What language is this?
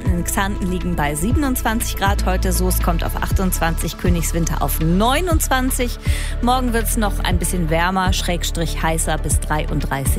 German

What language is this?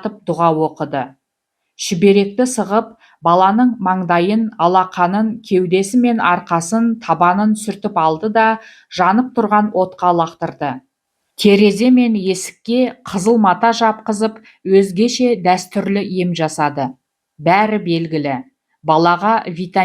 Kazakh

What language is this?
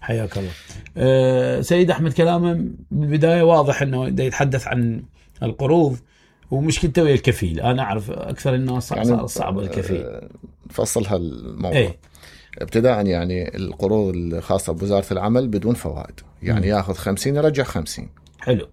Mesopotamian Arabic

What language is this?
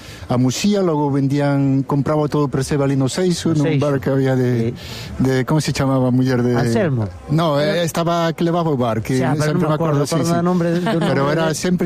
Galician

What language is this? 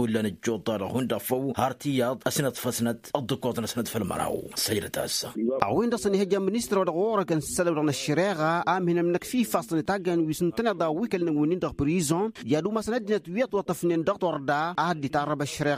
Tamasheq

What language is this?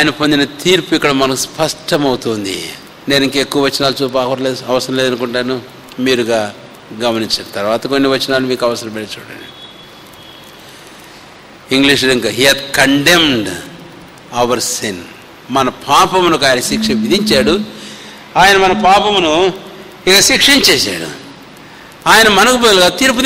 Telugu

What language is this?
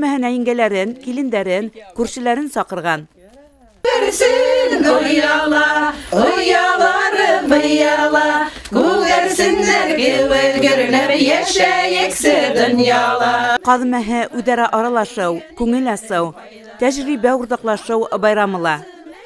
Bashkir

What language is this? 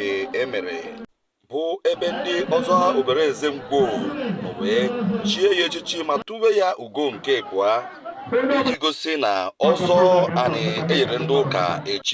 Igbo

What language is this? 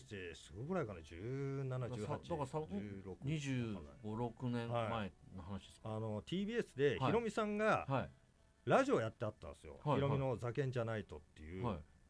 Japanese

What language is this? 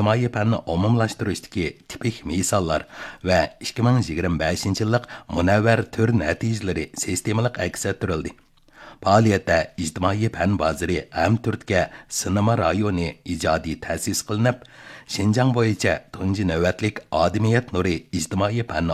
Uyghur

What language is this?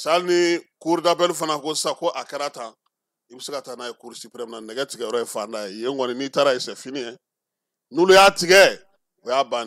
Bambara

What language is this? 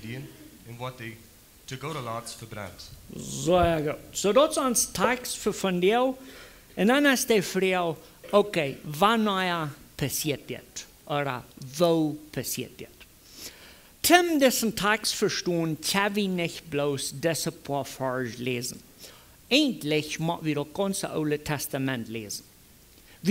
Plautdietsch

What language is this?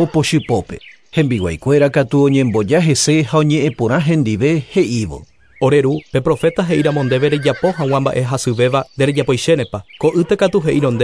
Guarani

